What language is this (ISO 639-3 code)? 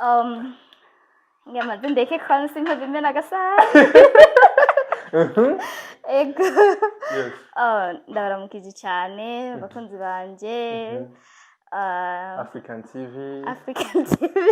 run